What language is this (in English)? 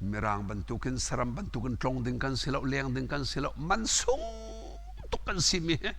Hakha Chin